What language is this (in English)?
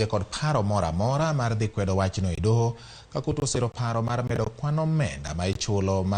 Luo (Kenya and Tanzania)